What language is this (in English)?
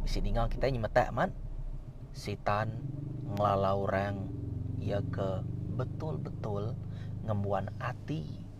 Iban